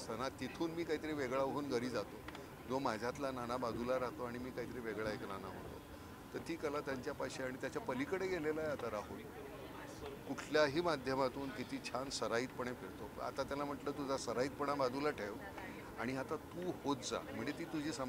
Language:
Marathi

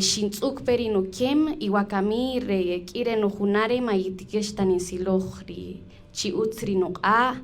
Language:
Kaqchikel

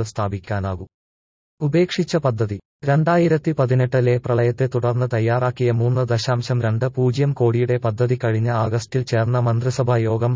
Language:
Malayalam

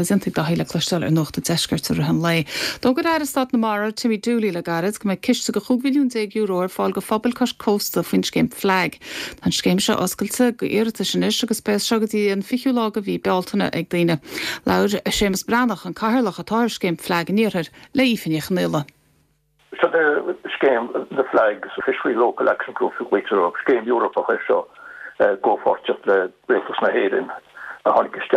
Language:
Irish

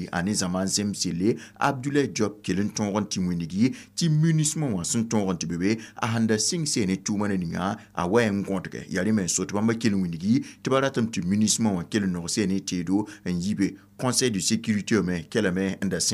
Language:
Mossi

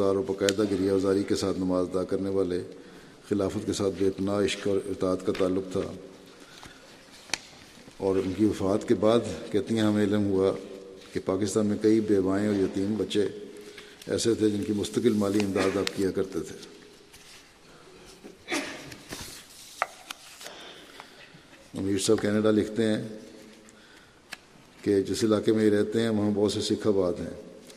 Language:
Urdu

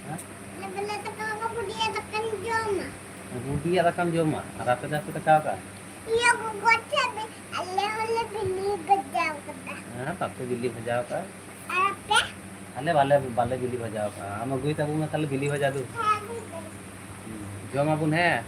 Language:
Santali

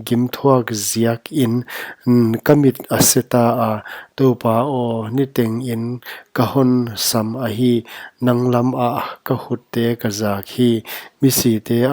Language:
Paite Chin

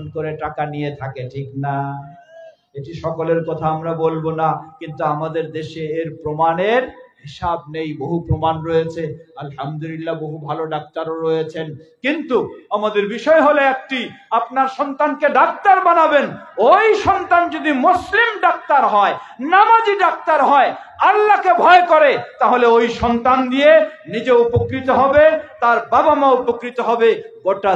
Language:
Bangla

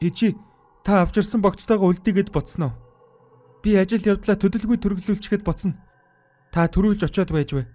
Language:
Mongolian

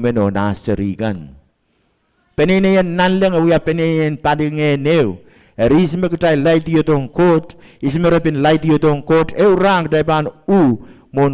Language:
Pohnpeian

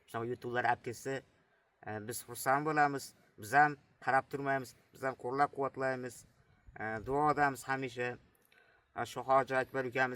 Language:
Uzbek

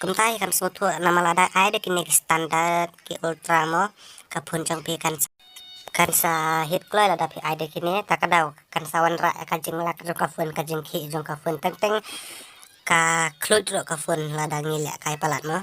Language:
Khasi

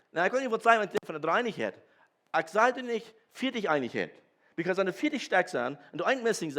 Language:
Plautdietsch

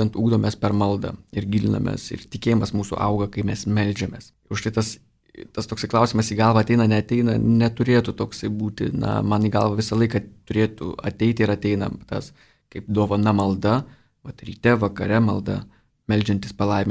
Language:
Lithuanian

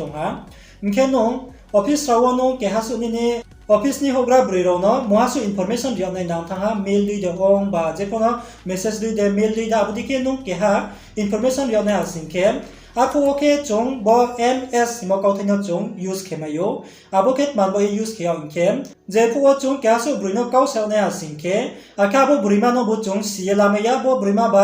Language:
Riang (India)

